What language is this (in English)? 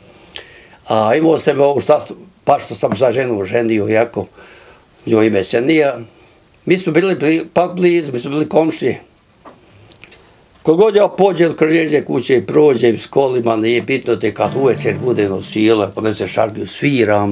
Bosnian